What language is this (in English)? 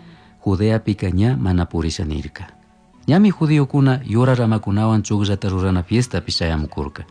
Chimborazo Highland Quichua